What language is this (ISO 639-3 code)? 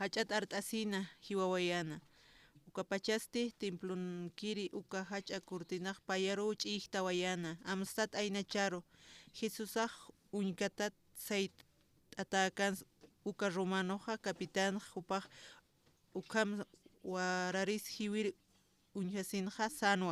aym